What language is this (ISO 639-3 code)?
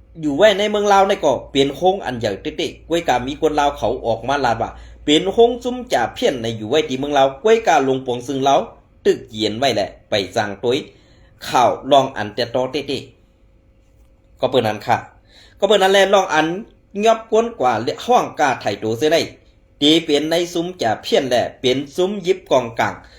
shn